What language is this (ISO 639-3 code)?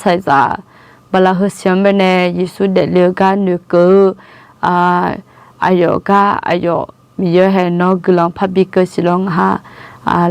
ahk